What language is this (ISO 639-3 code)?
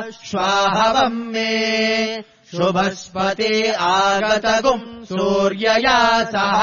san